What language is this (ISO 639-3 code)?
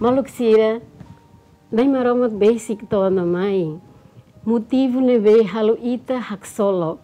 tet